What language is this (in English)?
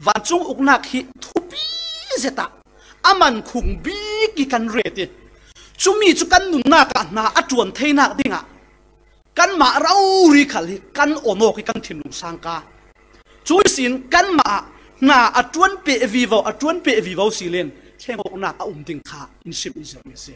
Falam Chin